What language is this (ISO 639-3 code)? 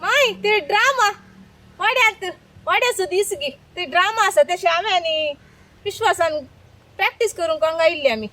kok